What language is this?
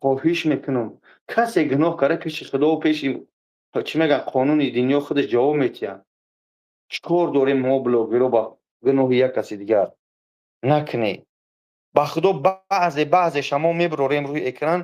Tajik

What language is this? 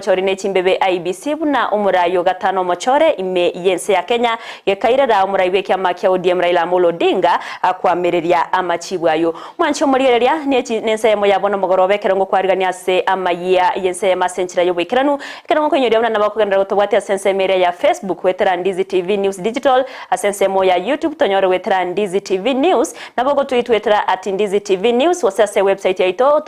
Gusii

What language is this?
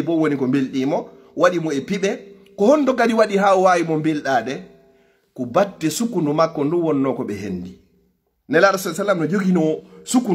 Fula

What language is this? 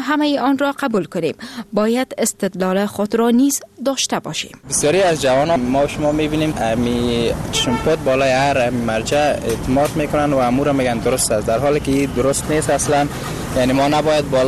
Persian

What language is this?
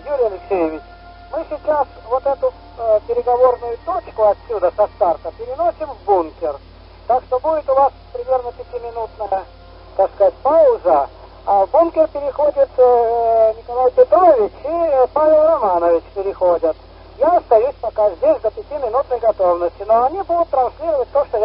Russian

